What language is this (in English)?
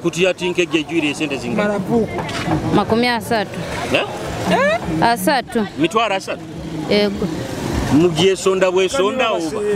Nyoro